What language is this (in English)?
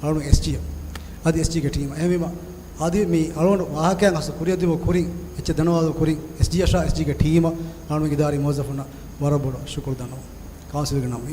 Divehi